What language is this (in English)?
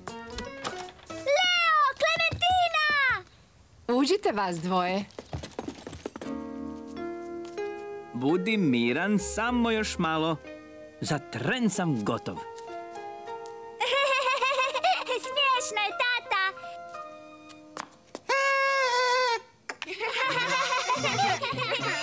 Croatian